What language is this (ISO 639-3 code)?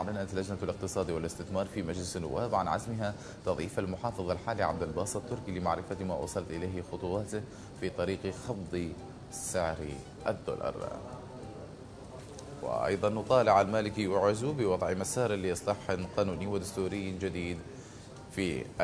acm